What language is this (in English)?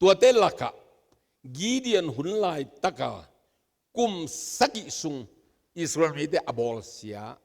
Tedim Chin